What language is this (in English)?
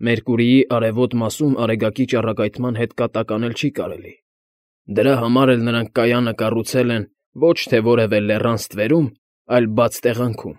Armenian